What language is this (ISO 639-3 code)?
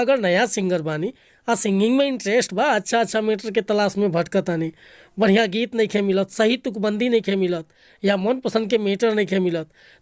bho